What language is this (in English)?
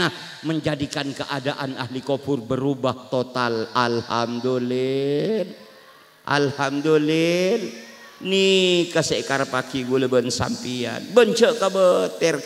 Madurese